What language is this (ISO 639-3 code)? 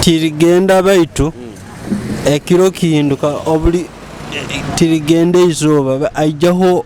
ttj